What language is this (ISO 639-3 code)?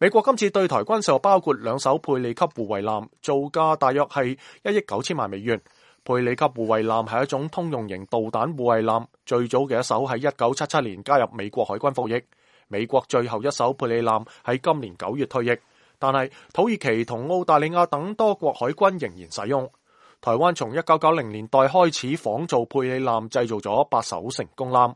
yue